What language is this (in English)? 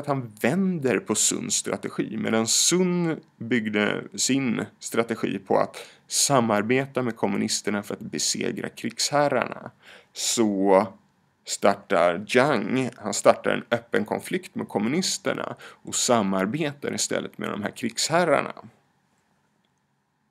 Swedish